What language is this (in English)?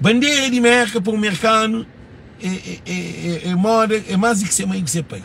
Kabuverdianu